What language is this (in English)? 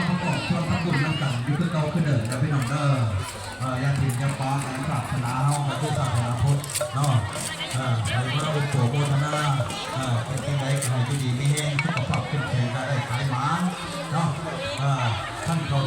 Lao